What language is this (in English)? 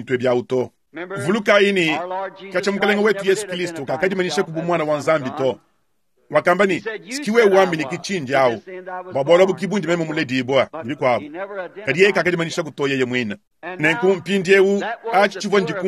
Luba-Lulua